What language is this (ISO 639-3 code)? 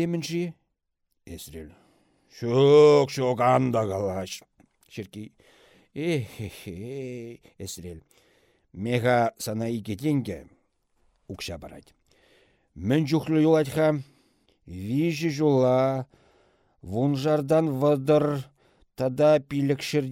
chv